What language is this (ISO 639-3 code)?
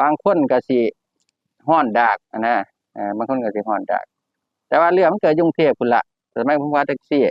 tts